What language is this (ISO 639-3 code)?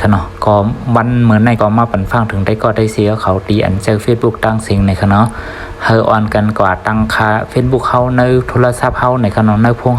shn